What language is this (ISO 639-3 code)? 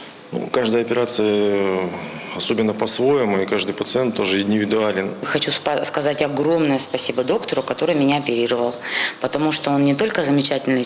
rus